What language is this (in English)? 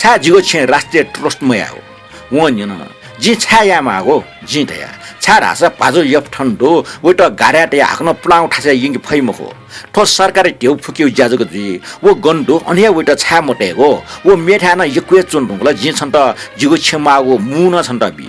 Newari